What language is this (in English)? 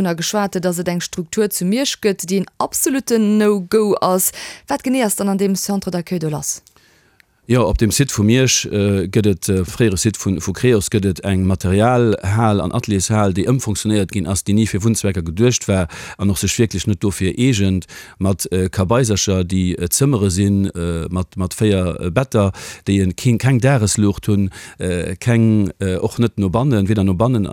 Luxembourgish